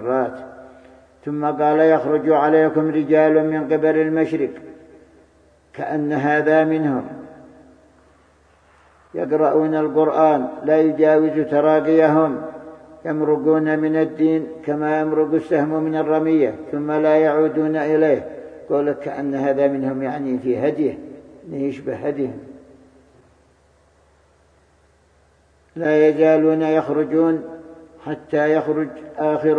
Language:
Arabic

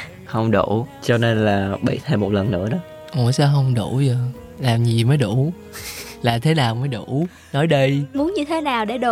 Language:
Vietnamese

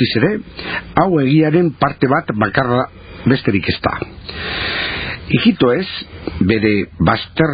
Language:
Basque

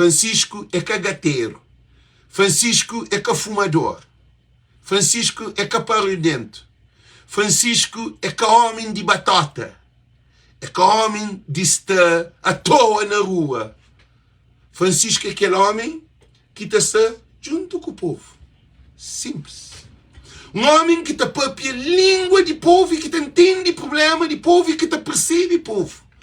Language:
Kabuverdianu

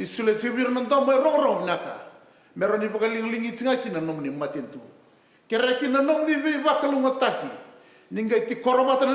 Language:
Fijian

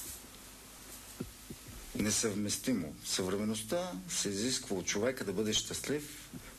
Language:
Bulgarian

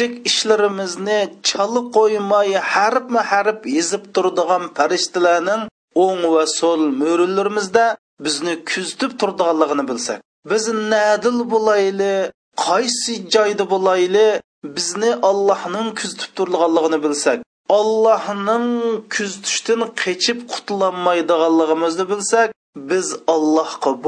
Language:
Uyghur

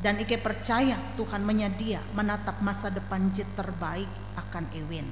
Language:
Ngaju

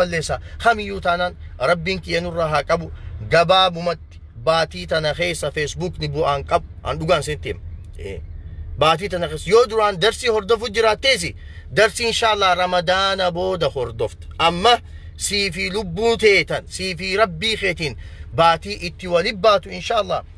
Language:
Oromo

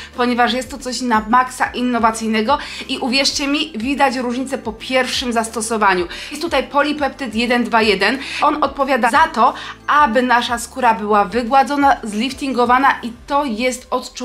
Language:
Polish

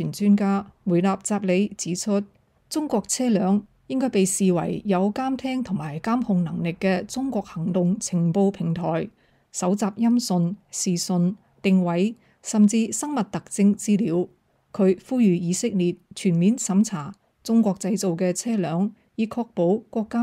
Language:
Cantonese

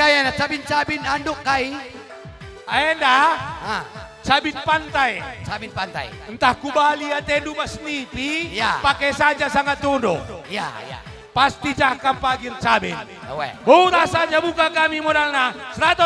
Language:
Batak Karo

